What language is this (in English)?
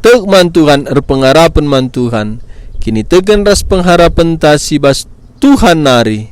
Batak Karo